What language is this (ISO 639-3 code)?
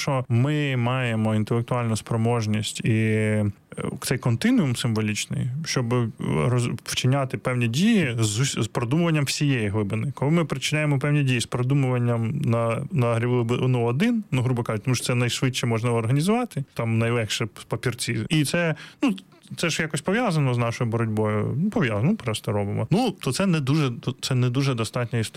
ukr